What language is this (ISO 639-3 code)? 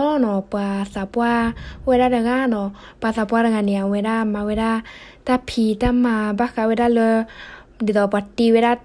ksw